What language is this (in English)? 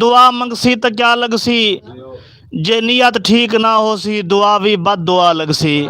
Saraiki